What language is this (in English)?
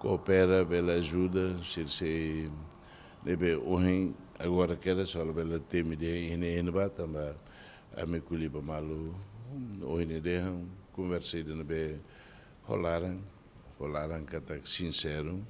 Tetum